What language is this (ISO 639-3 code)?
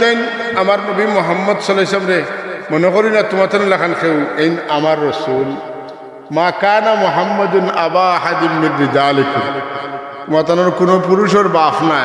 syl